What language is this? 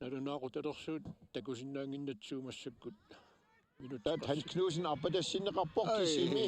Kalaallisut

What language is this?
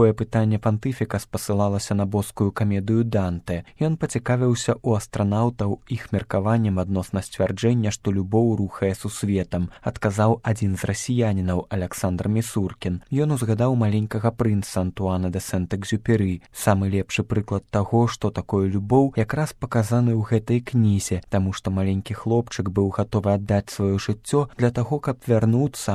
Belarusian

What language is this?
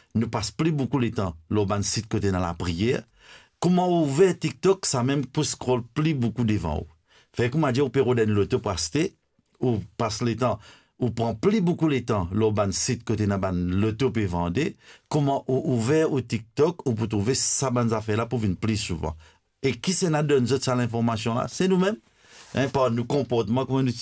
Morisyen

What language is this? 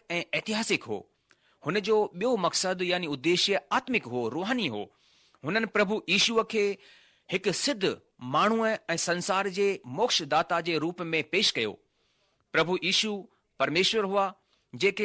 Sindhi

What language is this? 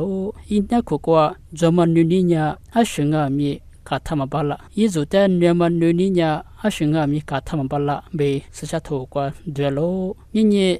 Lisu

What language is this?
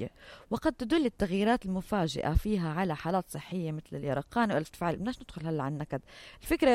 North Levantine Arabic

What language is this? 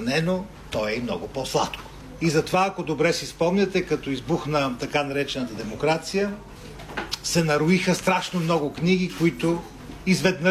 Bulgarian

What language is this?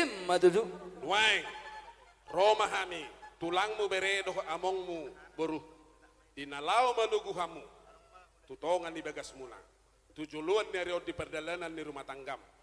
Batak Toba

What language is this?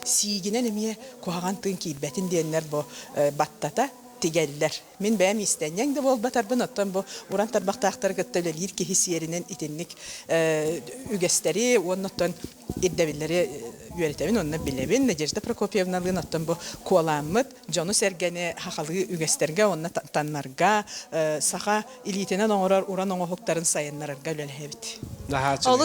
Yakut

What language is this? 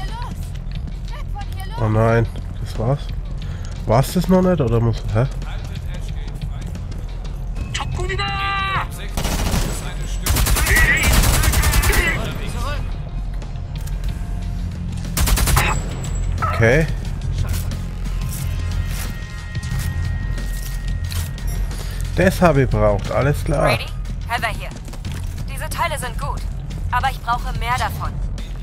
German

